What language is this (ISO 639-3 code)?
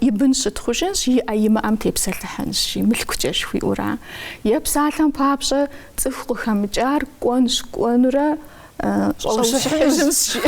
kbd